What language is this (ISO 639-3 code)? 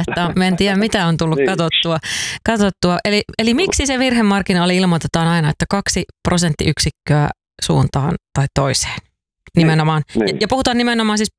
fin